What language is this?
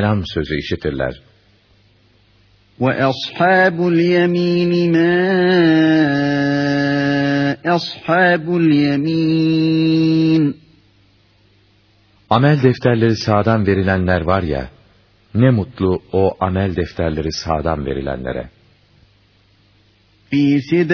Turkish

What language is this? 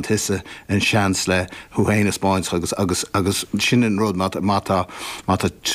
Irish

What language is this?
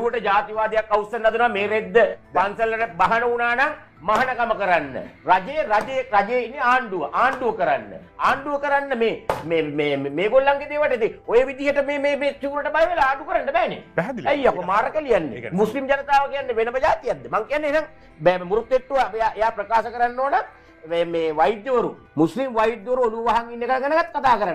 Sinhala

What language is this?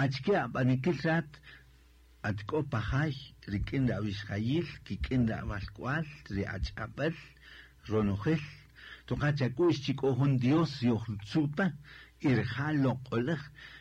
Kaqchikel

